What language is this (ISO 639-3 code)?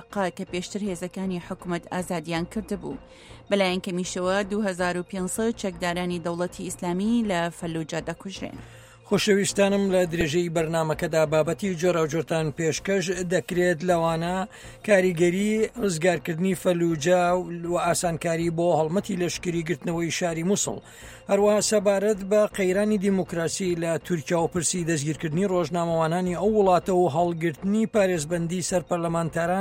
ckb